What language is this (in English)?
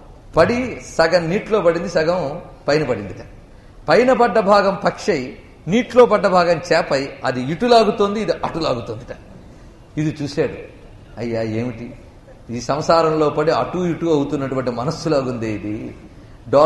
Telugu